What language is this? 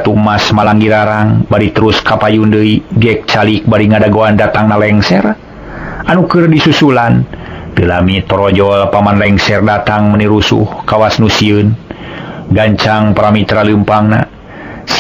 Sundanese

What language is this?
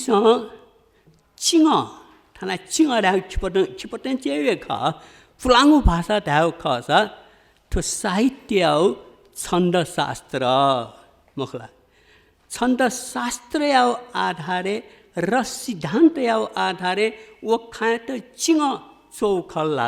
Newari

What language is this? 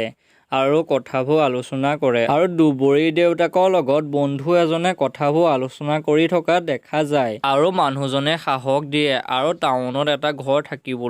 Assamese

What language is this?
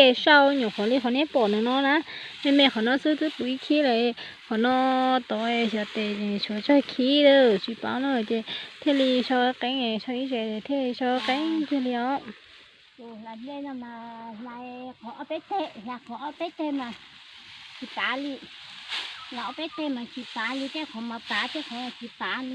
Hmong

